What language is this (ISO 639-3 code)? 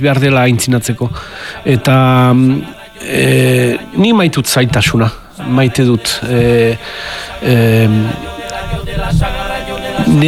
eus